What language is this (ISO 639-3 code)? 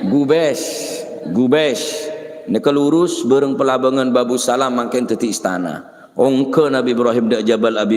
mad